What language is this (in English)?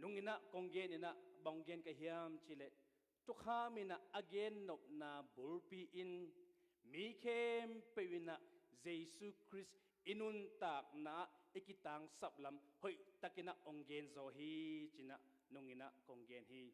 Tedim Chin